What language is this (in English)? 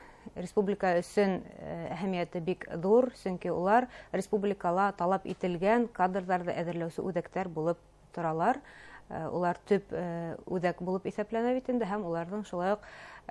Bashkir